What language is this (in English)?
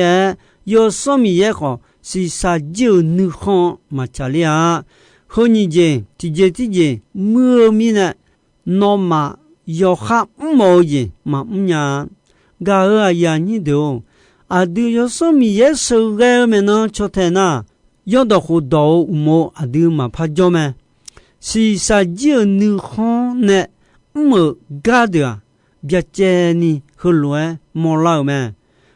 Akha